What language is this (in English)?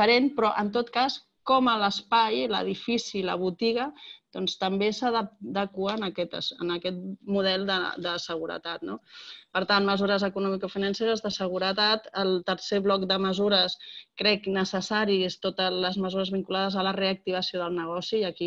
Catalan